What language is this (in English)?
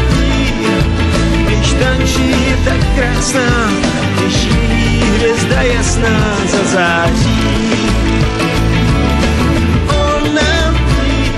Czech